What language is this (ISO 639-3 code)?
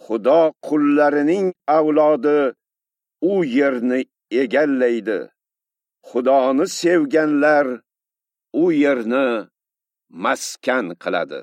uzb